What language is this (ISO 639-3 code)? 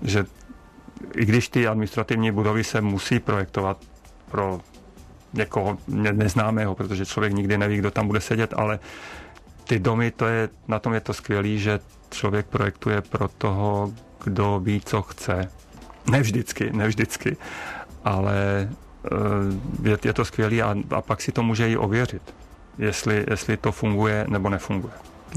ces